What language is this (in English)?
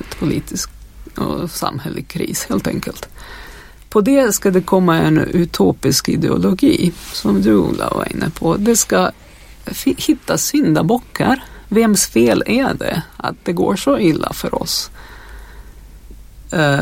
Swedish